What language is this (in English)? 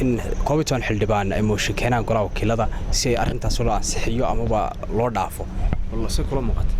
Somali